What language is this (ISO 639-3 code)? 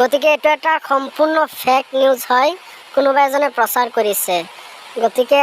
asm